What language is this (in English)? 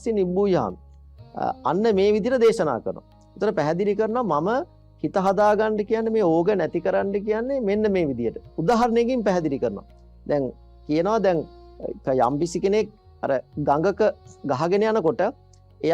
Sinhala